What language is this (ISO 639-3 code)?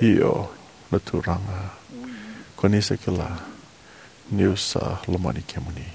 fij